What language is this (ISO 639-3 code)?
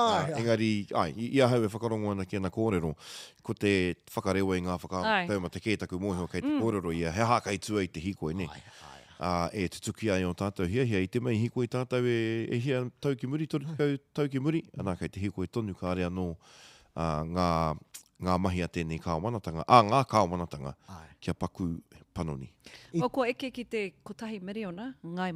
mri